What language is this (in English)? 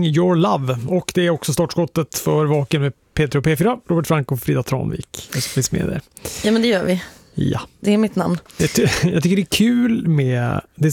Swedish